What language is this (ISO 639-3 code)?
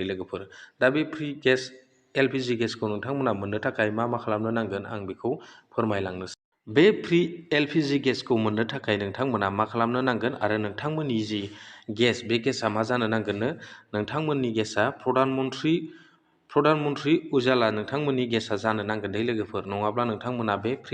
brx